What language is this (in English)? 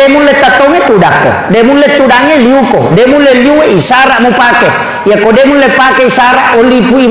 Buginese